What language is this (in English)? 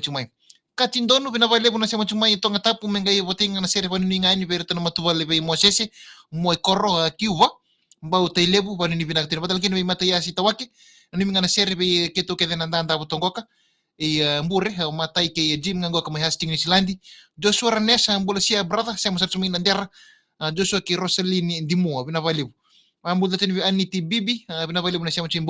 Fijian